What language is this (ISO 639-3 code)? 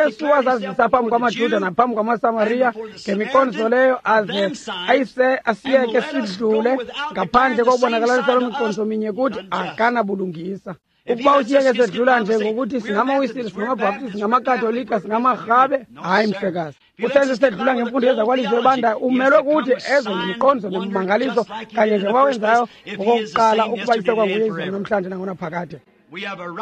xho